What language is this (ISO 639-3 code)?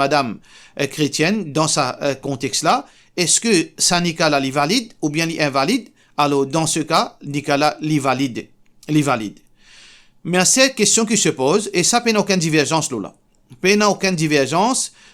mfe